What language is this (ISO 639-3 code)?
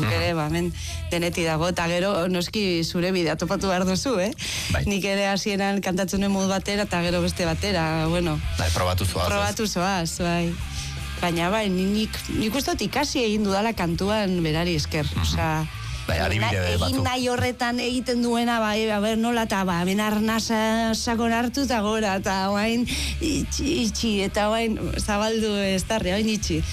eus